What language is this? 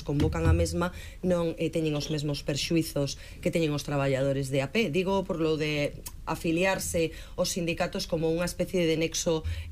Galician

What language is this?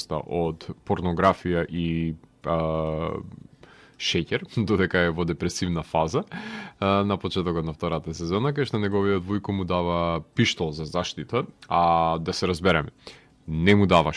Macedonian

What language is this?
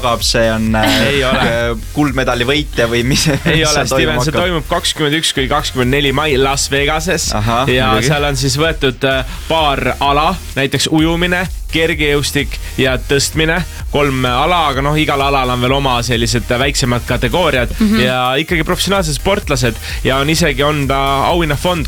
Estonian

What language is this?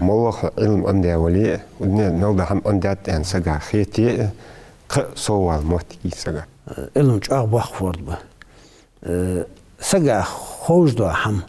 Ingush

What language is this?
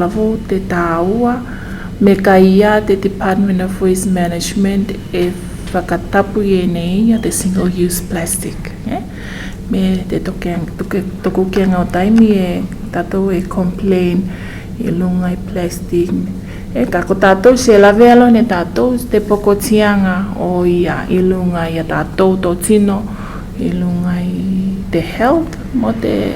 Tuvalu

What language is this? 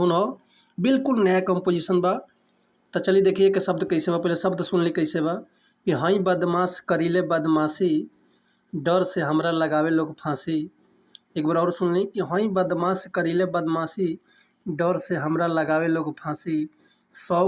Bhojpuri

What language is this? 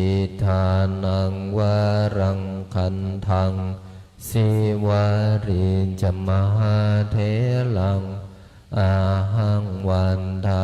Pali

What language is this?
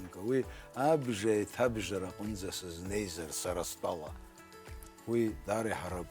Abkhazian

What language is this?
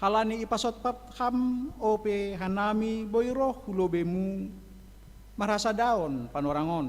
Batak Simalungun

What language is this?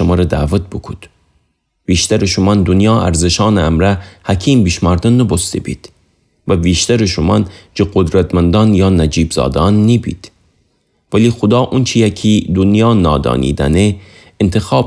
Gilaki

